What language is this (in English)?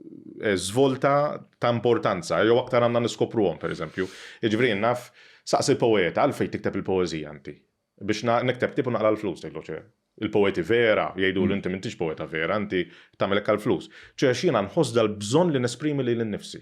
Maltese